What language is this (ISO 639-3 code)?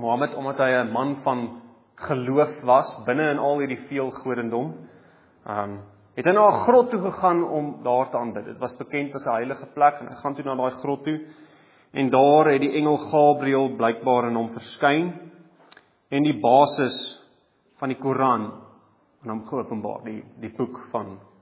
afr